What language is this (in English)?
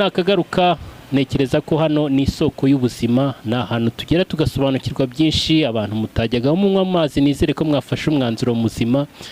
Kinyarwanda